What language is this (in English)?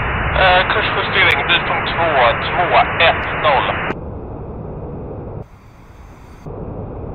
Swedish